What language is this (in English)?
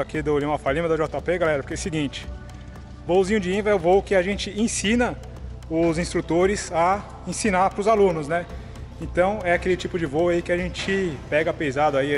Portuguese